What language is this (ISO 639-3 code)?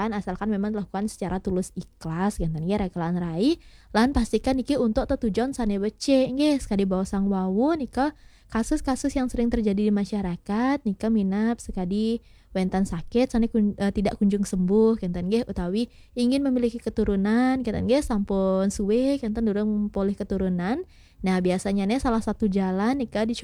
ban